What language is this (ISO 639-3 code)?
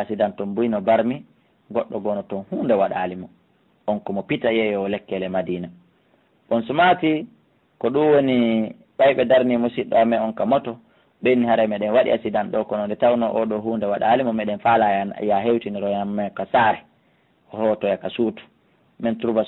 ful